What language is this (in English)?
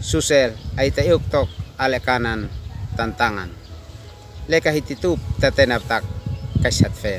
Uab Meto